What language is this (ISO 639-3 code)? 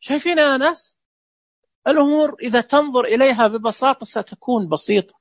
ars